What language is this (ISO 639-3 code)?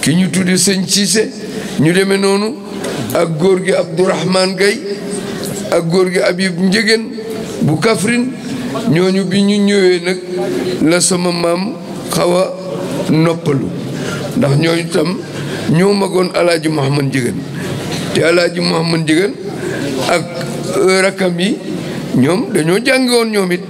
wol